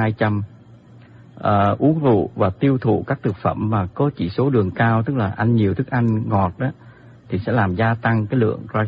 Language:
Vietnamese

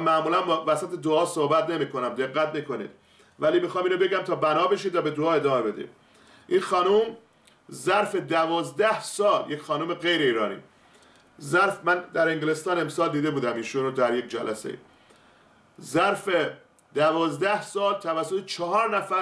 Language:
Persian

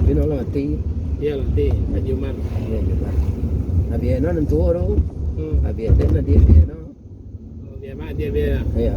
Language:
Minangkabau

